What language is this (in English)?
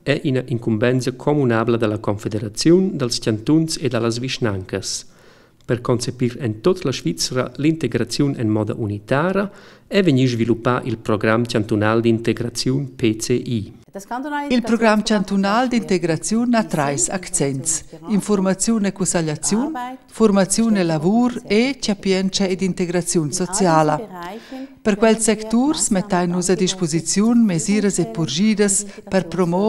Romansh